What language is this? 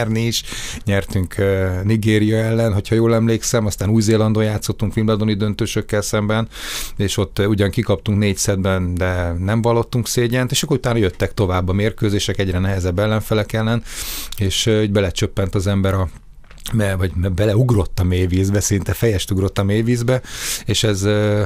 Hungarian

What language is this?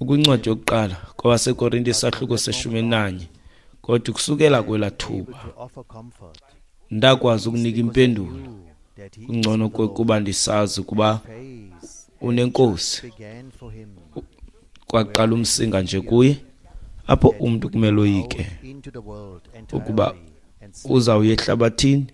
Xhosa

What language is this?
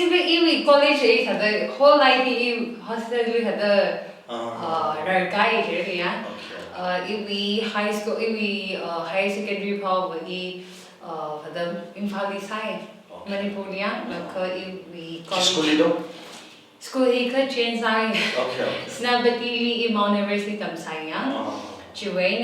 Tangkhul Naga (India)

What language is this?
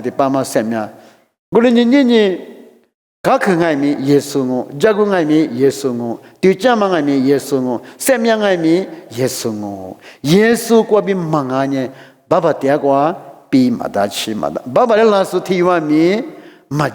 Lisu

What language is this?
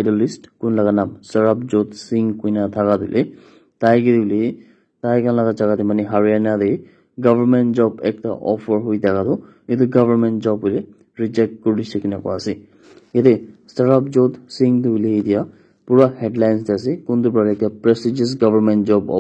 Naga Pidgin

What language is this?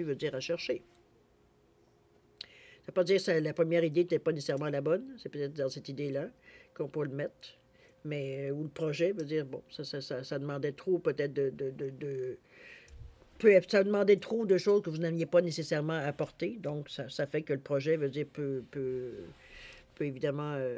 French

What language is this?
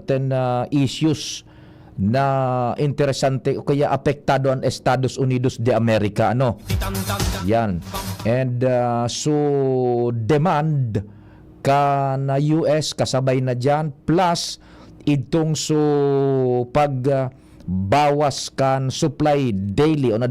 Bikol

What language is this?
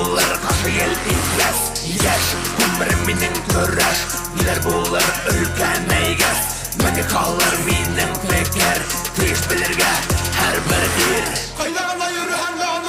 Bashkir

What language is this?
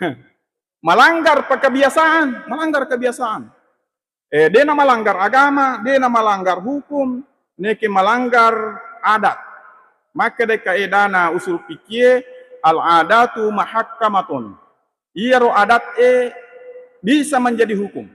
Buginese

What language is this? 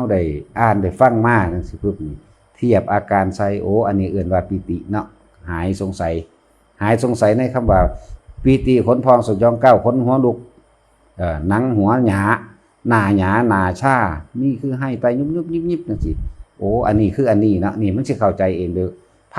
Northeastern Thai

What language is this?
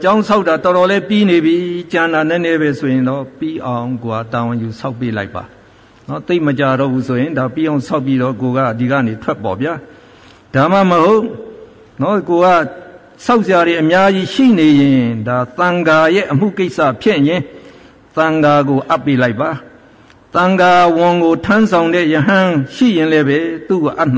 Burmese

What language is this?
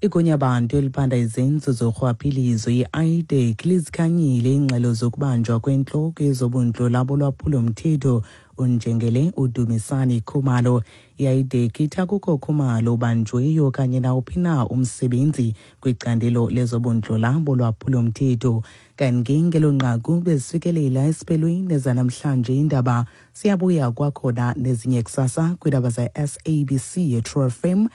Xhosa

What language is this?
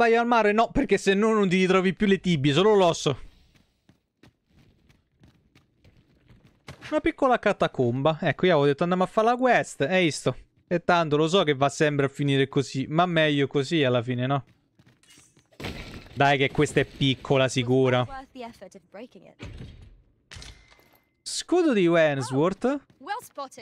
Italian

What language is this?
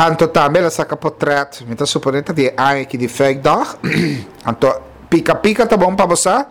Papiamento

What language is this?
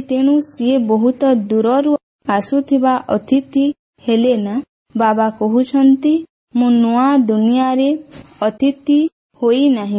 Odia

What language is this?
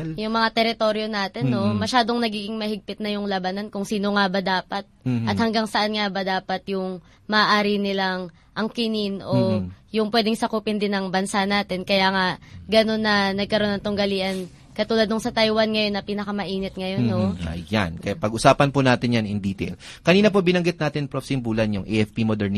Filipino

